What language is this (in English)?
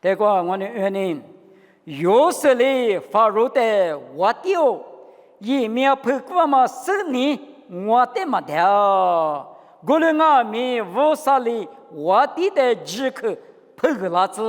Lisu